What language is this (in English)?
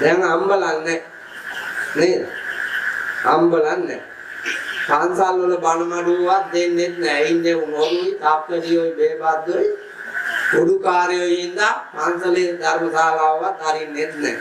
Sinhala